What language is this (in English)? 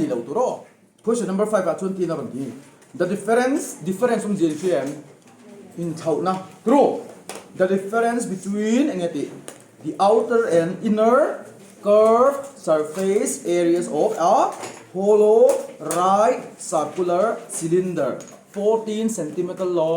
Mizo